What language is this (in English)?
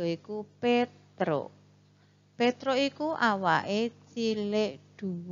Javanese